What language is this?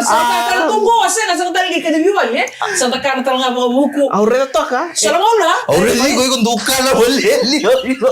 Fijian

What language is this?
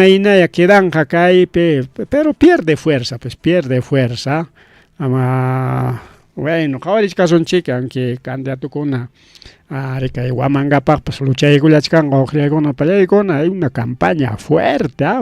Ayacucho Quechua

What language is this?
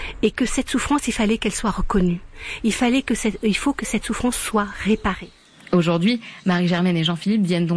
French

